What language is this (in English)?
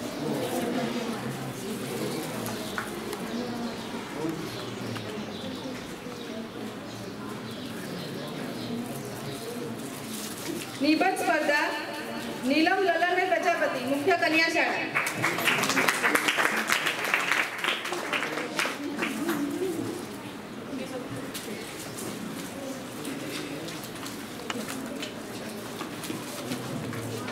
Gujarati